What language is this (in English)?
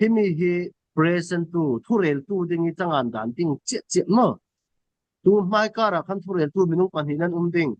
Falam Chin